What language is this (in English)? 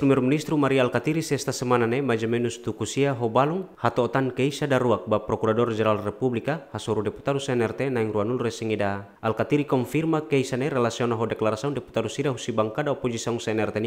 Tetum